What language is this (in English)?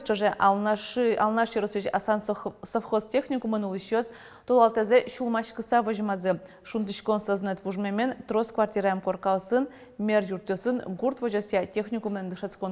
Udmurt